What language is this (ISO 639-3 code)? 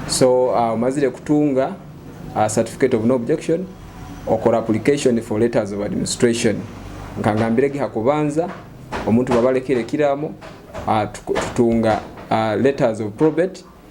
nyo